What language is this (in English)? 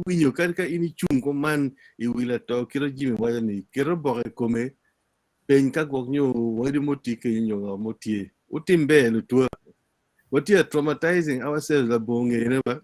Acoli